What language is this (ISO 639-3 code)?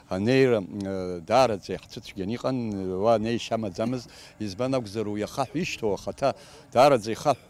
abk